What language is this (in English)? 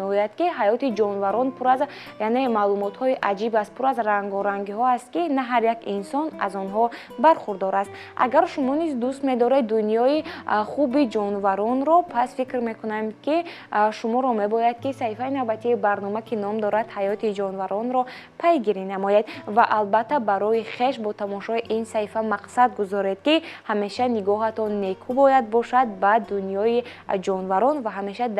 Tajik